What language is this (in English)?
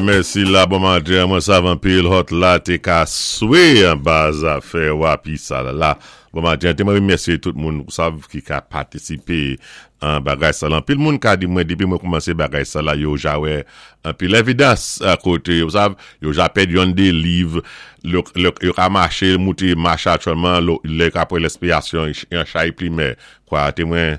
Saint Lucian Creole French